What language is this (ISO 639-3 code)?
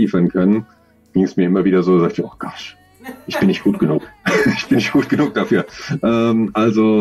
deu